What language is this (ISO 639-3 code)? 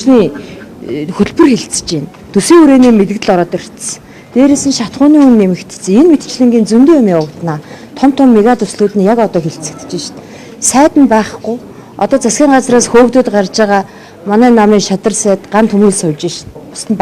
mon